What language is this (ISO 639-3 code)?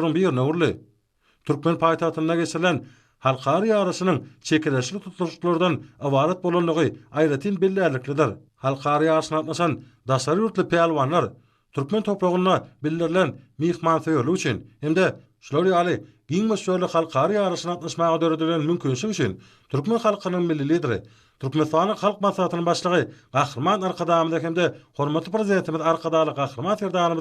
tuk